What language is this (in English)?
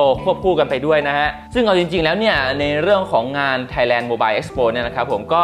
Thai